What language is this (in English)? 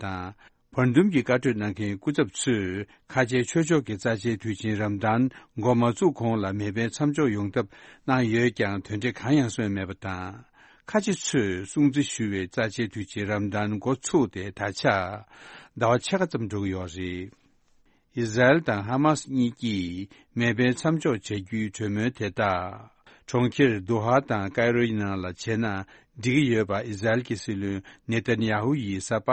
Tibetan